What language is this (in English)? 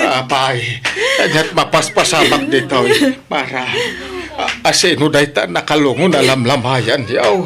Iloko